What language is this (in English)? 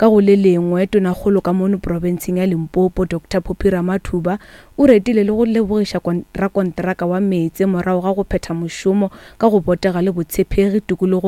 Northern Sotho